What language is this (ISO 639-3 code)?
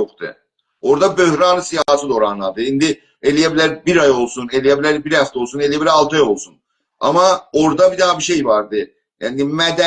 azb